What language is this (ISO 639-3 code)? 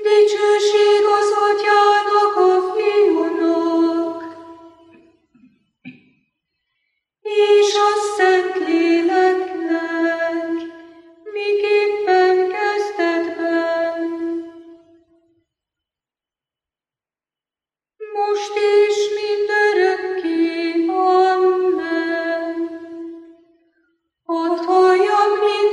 hun